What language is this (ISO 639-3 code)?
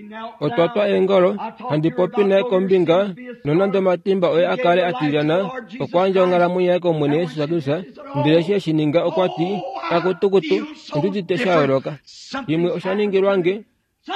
kua